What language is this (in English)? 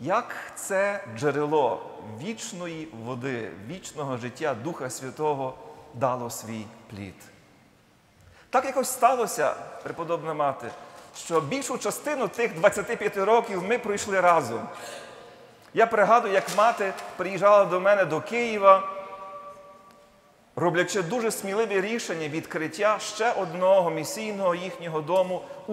Ukrainian